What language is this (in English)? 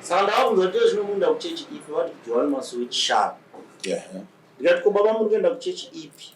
Shona